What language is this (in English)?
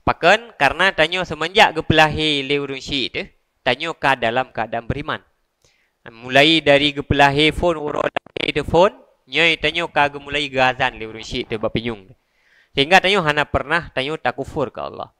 Achinese